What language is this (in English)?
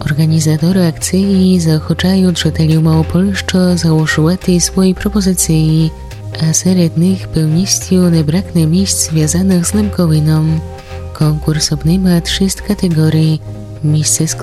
Rusyn